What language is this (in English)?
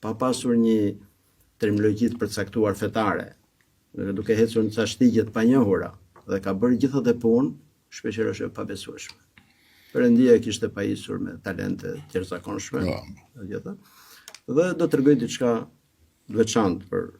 Albanian